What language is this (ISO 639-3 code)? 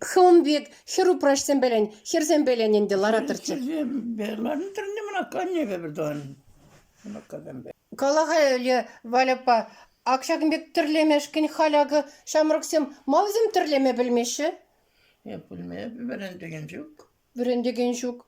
chv